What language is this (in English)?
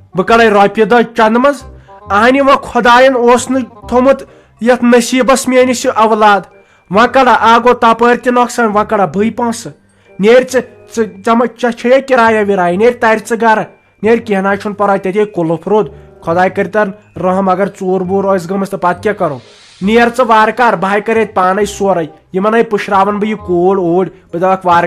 Kashmiri